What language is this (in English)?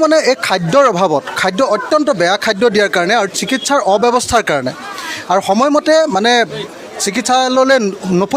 Assamese